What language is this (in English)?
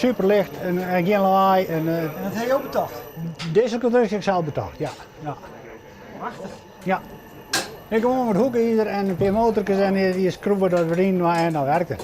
Western Frisian